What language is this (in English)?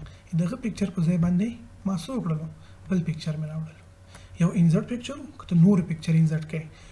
Pashto